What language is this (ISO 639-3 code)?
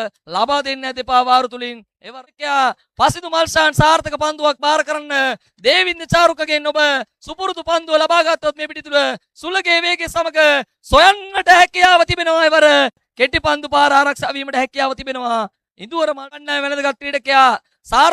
sin